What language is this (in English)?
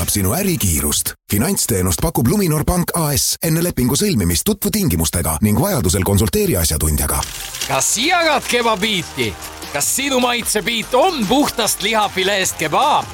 Estonian